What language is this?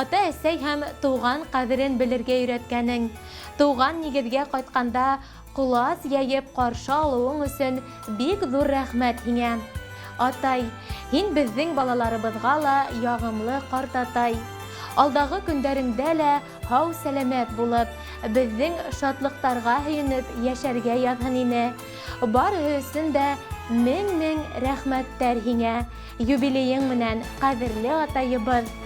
Bashkir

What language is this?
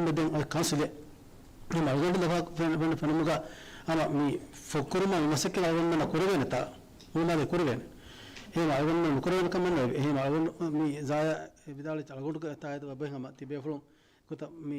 Divehi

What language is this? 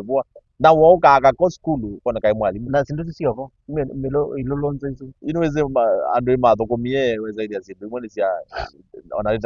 Kamba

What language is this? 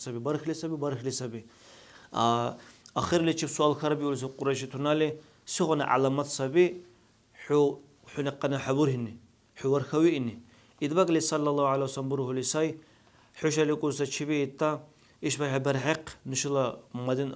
Dargwa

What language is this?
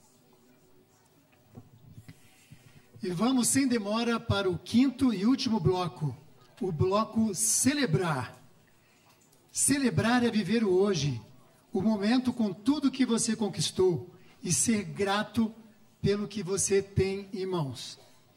Portuguese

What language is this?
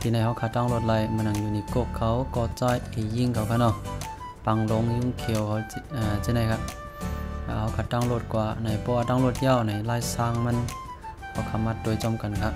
Shan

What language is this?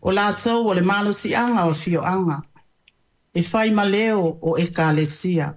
Samoan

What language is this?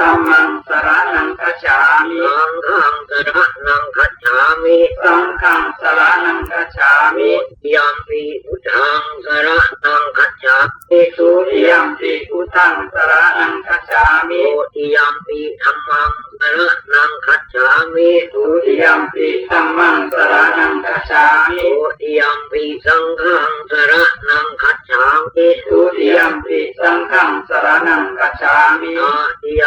Pali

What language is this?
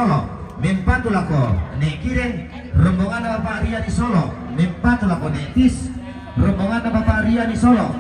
Toraja-Sa'dan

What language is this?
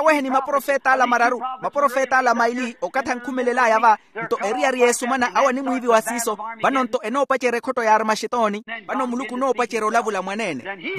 Makhuwa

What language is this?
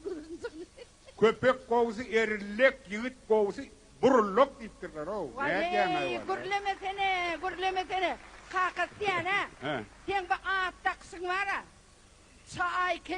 Turkmen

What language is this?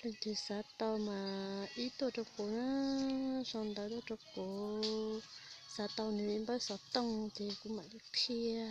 Hmong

